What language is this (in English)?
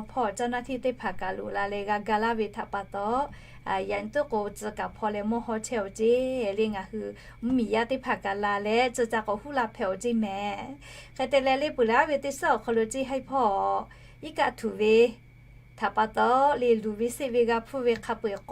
Lahu